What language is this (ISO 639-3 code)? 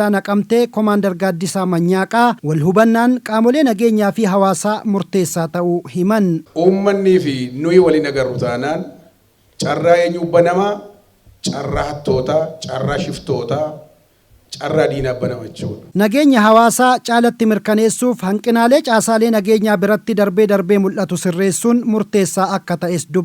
orm